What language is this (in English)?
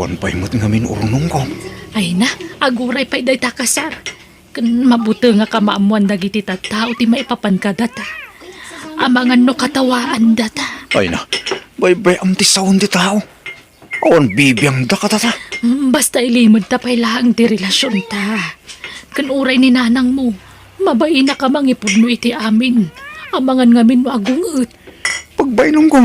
Iloko